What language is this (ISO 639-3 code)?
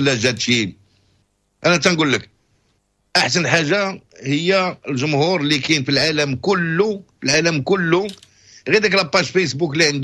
ary